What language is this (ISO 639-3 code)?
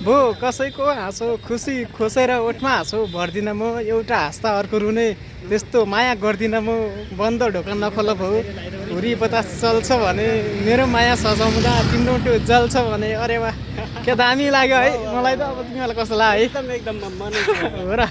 nep